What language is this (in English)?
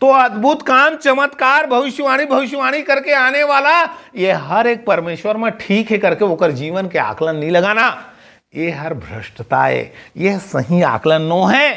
Chhattisgarhi